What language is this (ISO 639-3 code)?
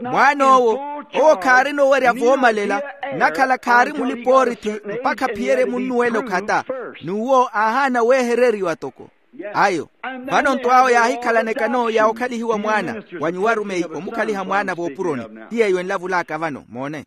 vmw